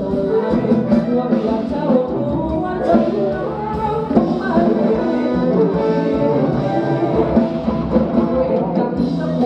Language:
Thai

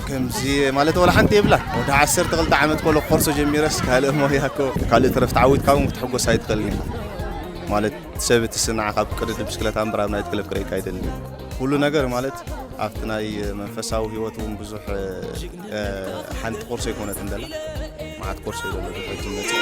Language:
Tigrinya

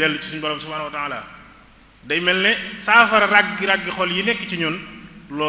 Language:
Wolof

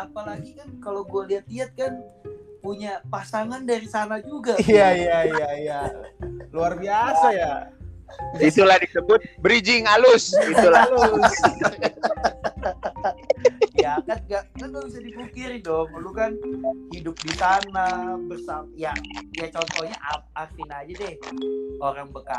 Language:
Indonesian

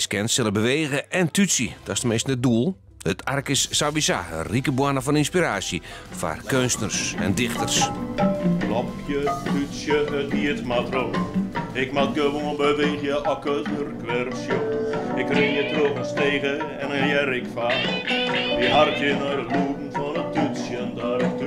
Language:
Western Frisian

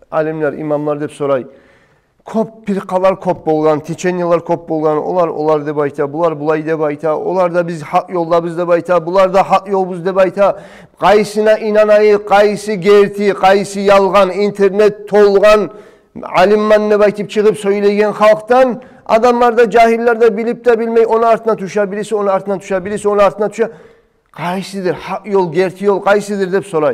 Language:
Kumyk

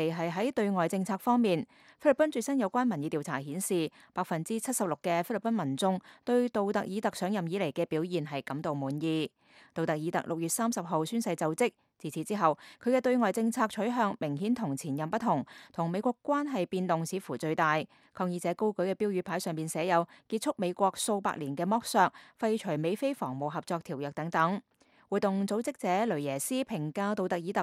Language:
Cantonese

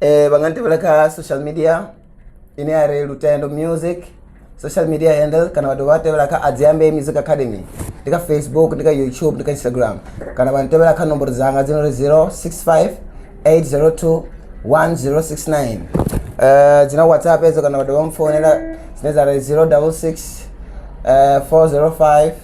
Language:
Venda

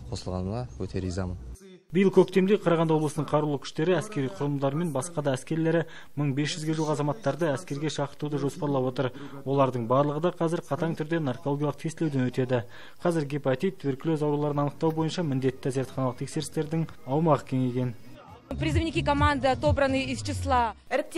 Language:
Kazakh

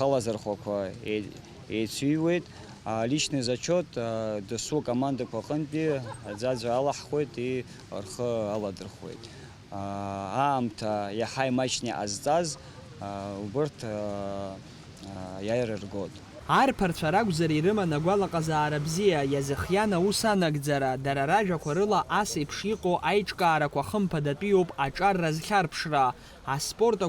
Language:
Abkhazian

